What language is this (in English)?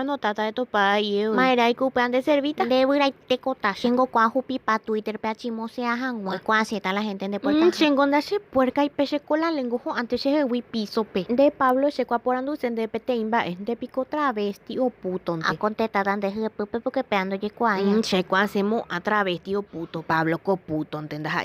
Guarani